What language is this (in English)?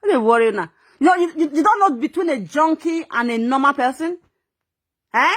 Nigerian Pidgin